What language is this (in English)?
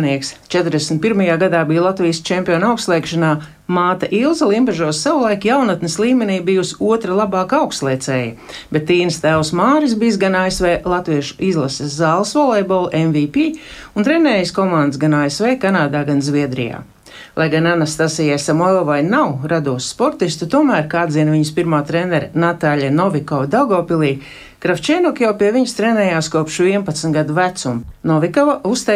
Latvian